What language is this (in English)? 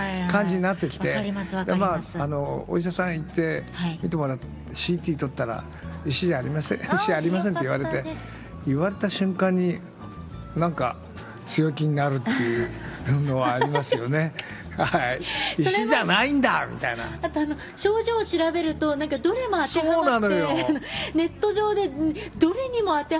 Japanese